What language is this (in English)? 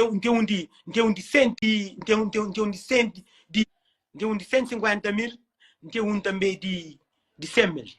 Kabuverdianu